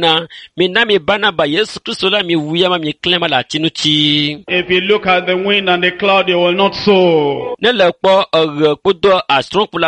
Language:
Ewe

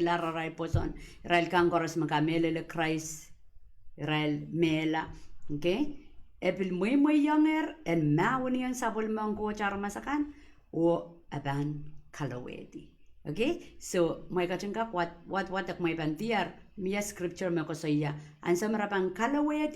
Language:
Pohnpeian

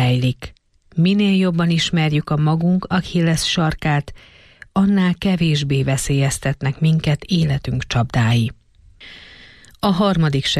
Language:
Hungarian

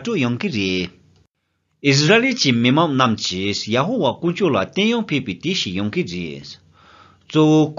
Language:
Tibetan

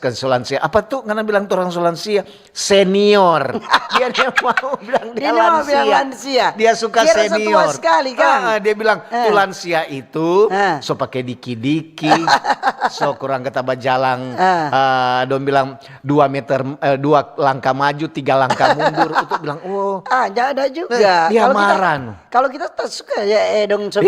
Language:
Manado Malay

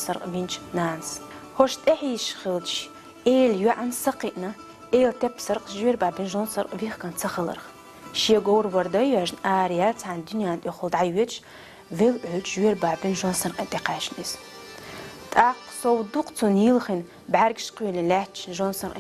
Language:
Chechen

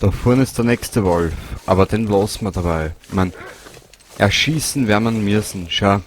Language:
Bavarian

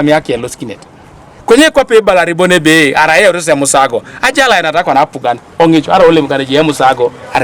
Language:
Teso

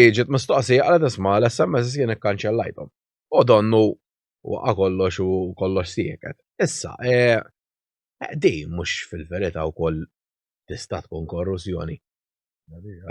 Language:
Maltese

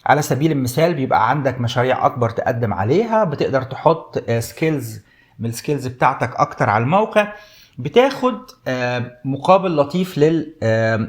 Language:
Egyptian Arabic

